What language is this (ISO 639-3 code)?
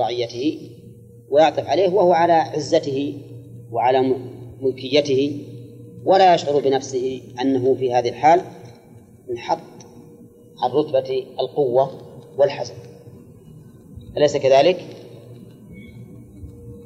ara